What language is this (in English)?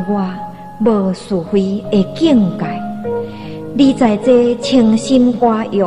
Min Nan Chinese